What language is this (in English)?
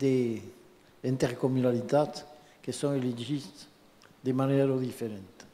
Occitan